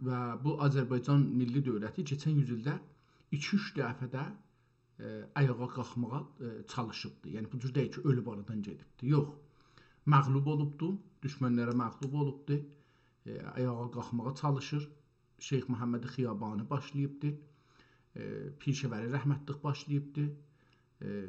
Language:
South Azerbaijani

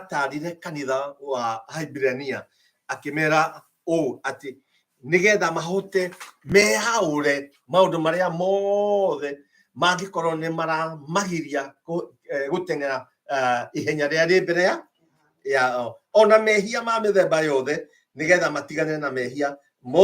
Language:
Kikuyu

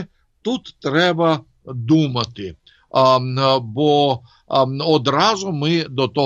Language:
Ukrainian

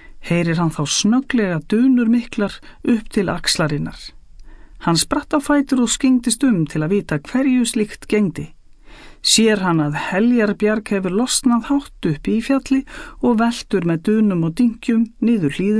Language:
Icelandic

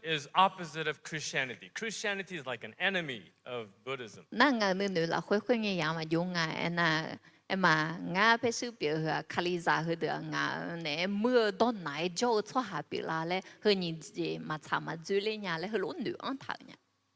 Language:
Akha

